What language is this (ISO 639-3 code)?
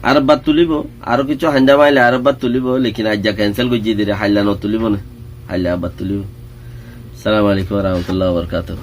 rhg